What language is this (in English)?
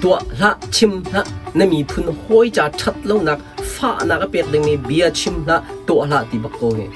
Hakha Chin